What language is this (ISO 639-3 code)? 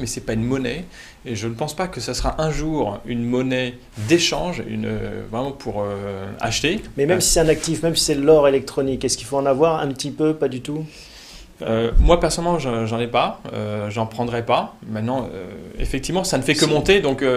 fra